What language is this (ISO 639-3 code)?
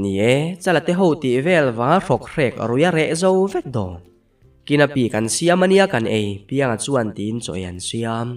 lus